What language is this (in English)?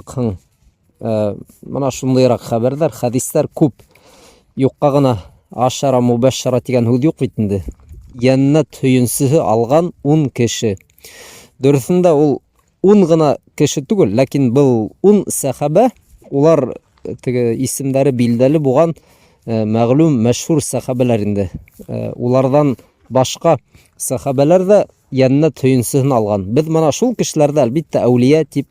Bashkir